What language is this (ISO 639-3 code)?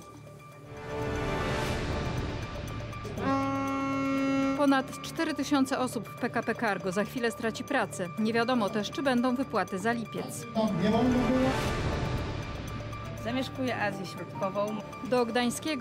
pol